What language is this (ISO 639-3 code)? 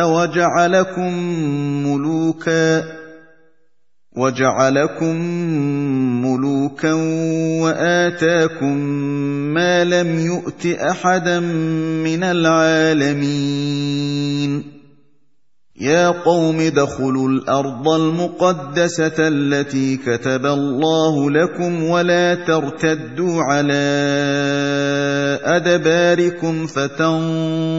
ara